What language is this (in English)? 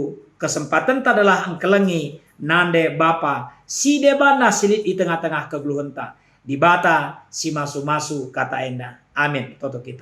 Batak Karo